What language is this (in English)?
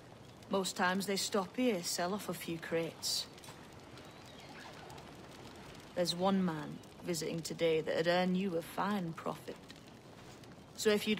English